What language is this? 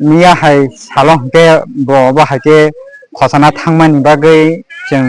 Kok Borok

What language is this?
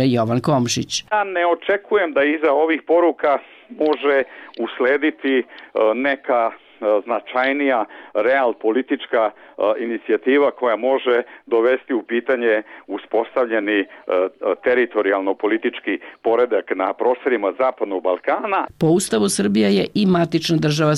Serbian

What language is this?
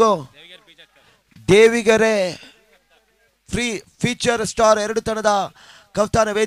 Kannada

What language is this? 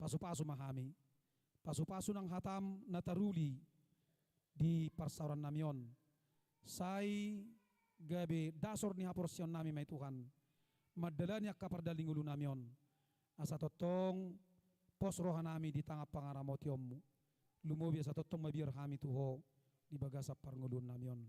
Batak Toba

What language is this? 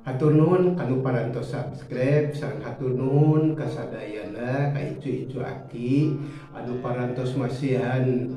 Sundanese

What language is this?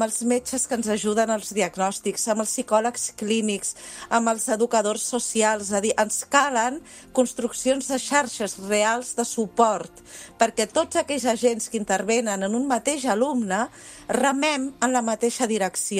Catalan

